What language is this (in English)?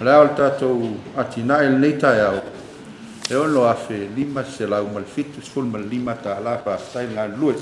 Samoan